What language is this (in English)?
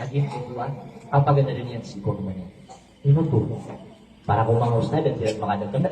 Maranao